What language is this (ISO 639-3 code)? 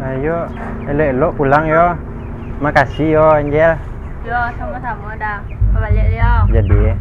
min